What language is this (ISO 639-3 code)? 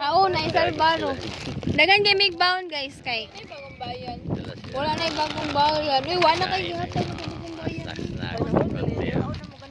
ceb